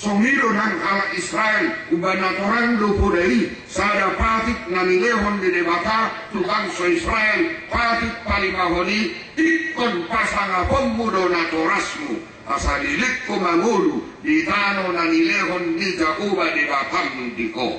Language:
Batak Toba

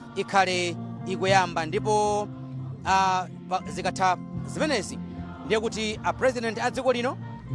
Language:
Nyanja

